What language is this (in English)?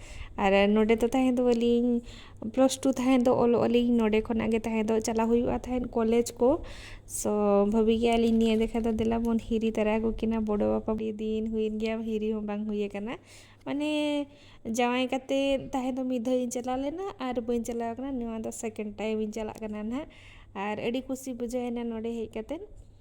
Santali